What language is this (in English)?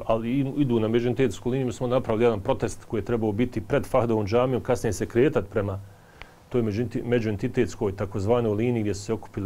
Bosnian